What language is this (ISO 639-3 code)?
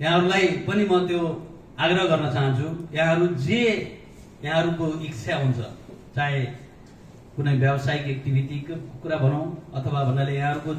nep